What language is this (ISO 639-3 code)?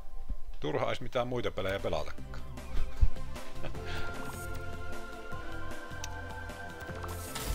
fin